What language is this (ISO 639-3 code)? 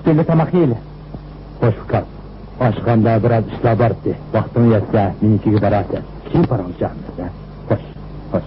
uig